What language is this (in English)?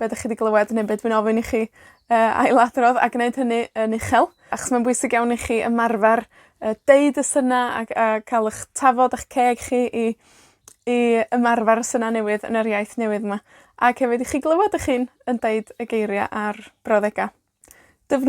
Welsh